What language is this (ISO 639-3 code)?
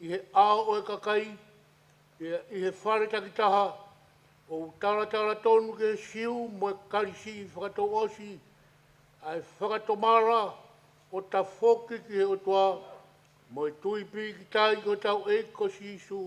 ton